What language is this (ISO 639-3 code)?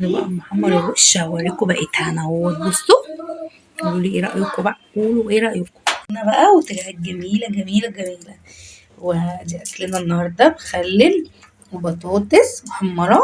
arz